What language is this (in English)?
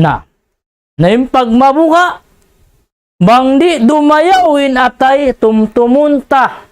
Tausug